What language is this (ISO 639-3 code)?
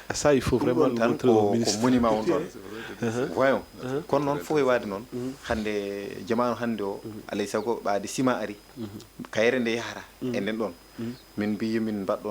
ful